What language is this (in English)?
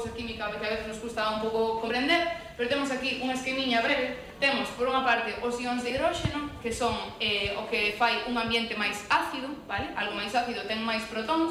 Galician